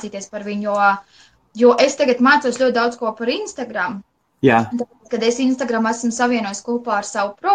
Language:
Latvian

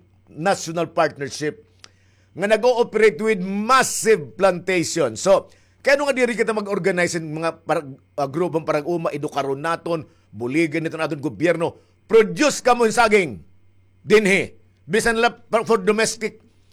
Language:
Waray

